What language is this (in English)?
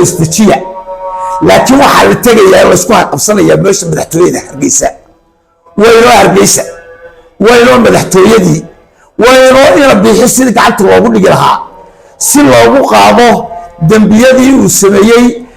Somali